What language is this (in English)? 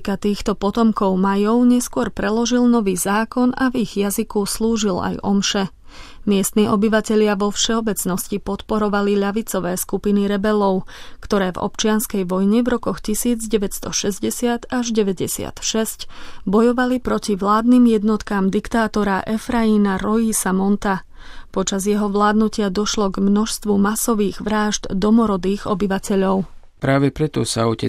Slovak